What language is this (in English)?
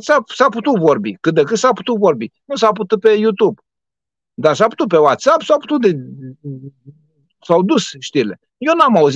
Romanian